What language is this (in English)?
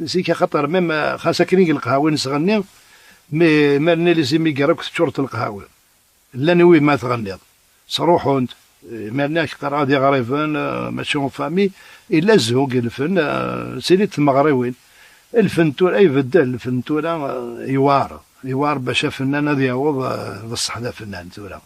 Kabyle